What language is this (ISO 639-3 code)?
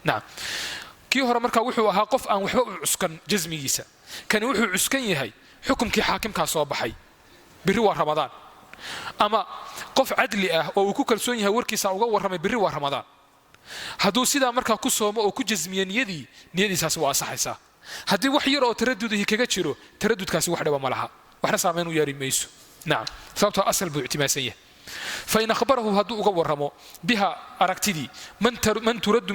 som